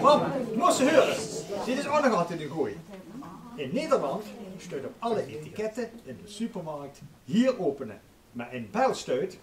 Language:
Limburgish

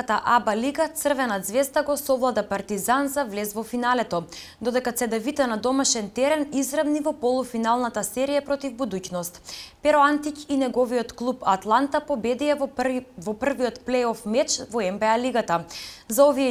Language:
Macedonian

